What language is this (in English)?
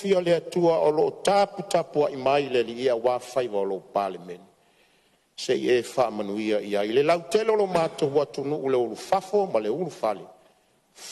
Samoan